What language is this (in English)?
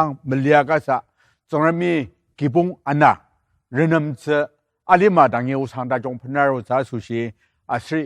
Ao Naga